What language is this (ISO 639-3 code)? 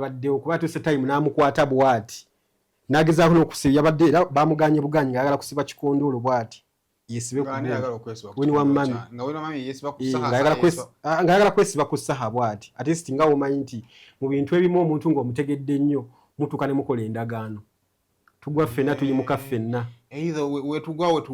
lug